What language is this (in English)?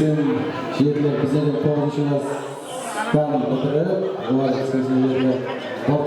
Kara-Kalpak